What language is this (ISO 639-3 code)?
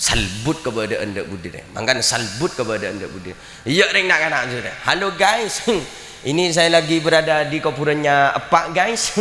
mad